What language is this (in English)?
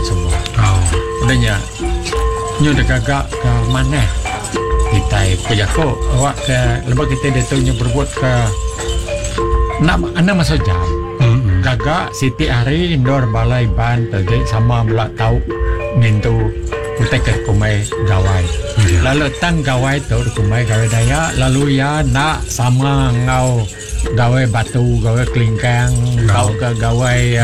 Iban